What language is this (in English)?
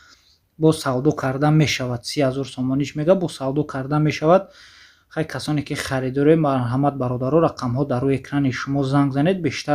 Tajik